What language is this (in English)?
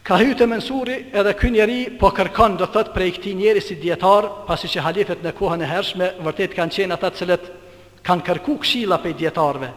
Albanian